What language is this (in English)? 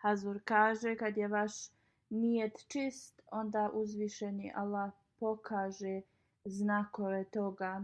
Bosnian